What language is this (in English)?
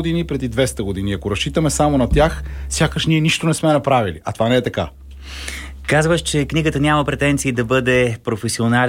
Bulgarian